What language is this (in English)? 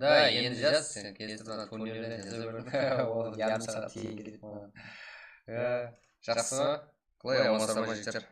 Kara-Kalpak